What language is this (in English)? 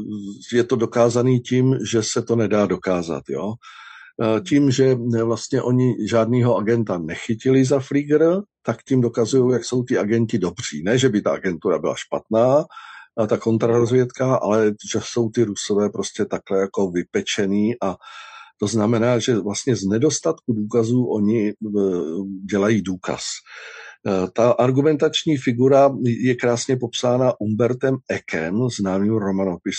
Czech